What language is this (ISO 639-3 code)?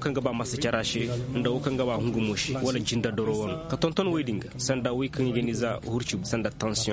dje